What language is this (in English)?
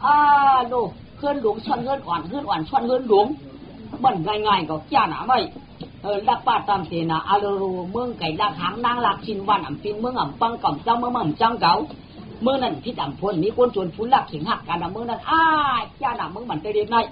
Shan